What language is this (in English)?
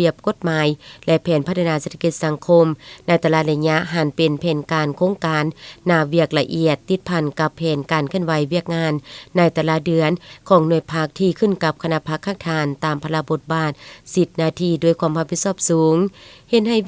Lao